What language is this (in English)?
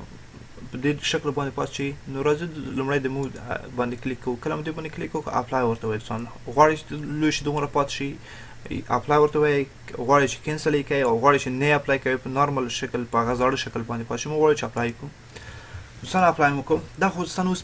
Pashto